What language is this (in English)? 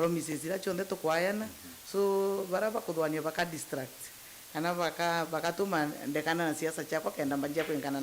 Meru